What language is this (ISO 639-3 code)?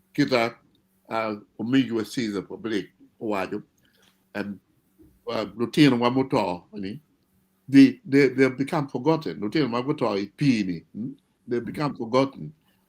ach